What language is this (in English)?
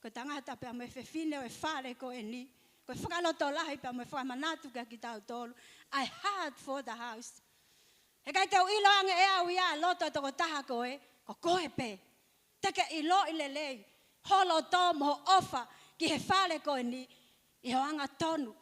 Tongan